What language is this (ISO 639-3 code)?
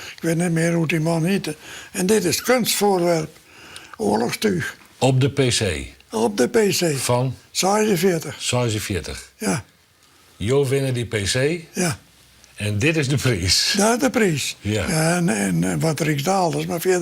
fry